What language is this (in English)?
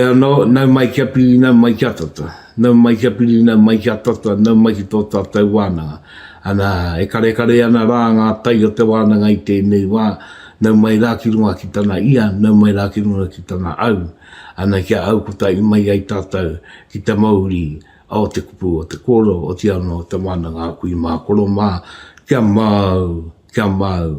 Māori